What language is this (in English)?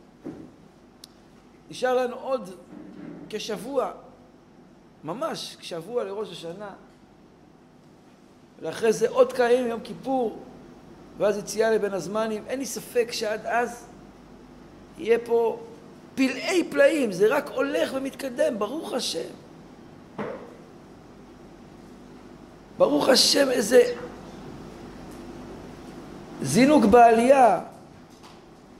Hebrew